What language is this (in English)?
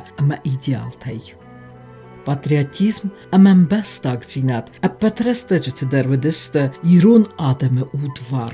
Ossetic